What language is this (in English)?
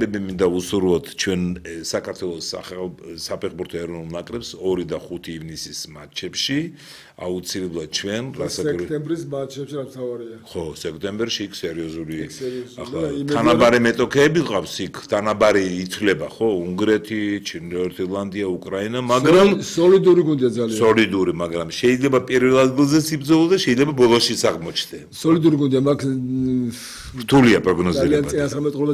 Georgian